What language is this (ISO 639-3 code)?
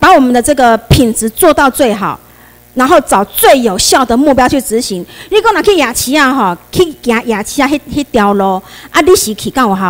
zho